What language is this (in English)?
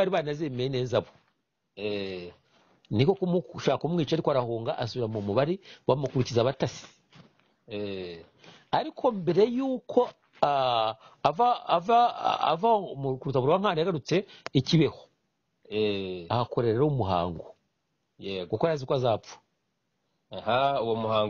Kinyarwanda